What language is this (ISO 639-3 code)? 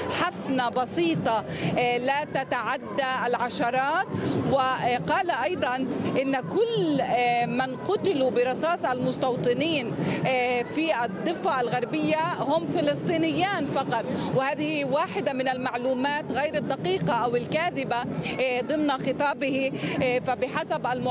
ara